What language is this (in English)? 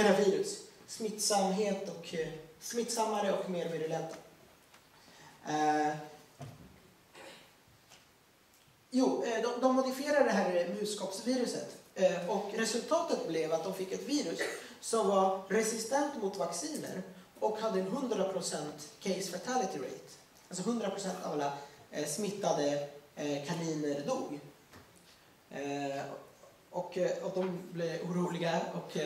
Swedish